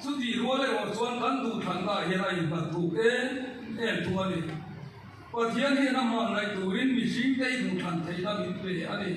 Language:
Mizo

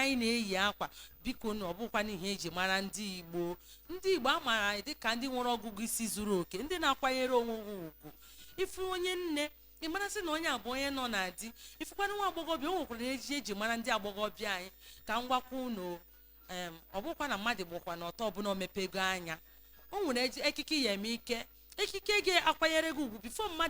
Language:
Igbo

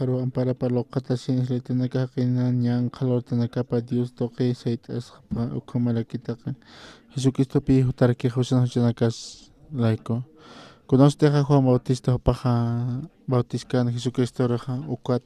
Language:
Aymara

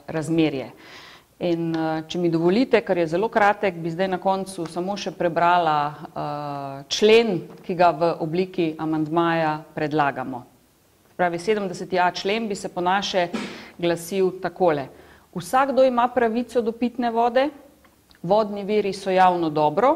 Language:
Slovenian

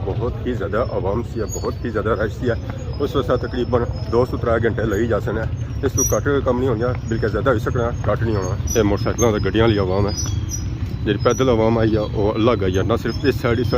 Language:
Pahari-Potwari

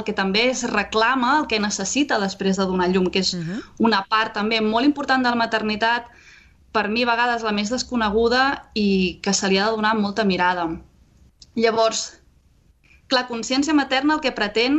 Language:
Catalan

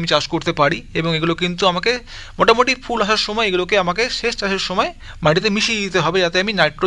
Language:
Bangla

